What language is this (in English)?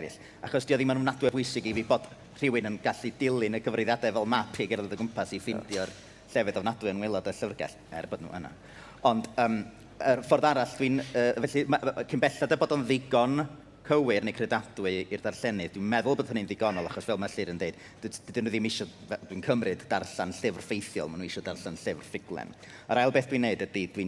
Welsh